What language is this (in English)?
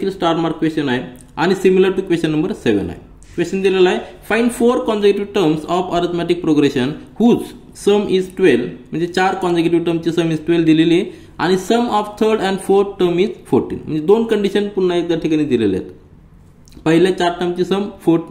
Marathi